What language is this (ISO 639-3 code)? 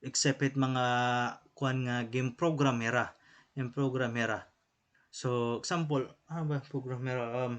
war